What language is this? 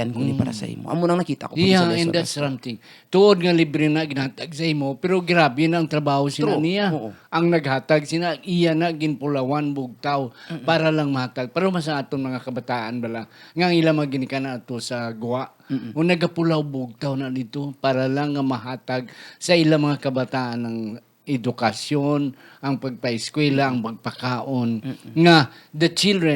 Hiligaynon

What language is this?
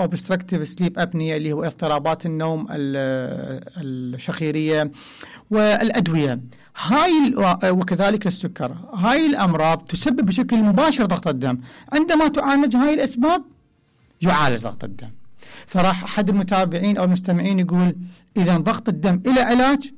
Mesopotamian Arabic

